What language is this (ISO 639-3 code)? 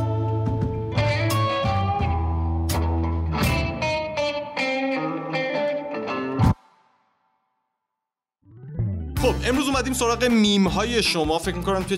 fas